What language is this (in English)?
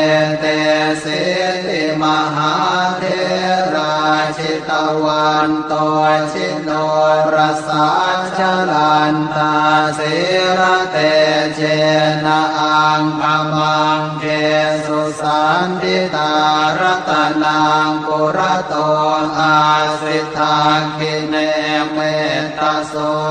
Pali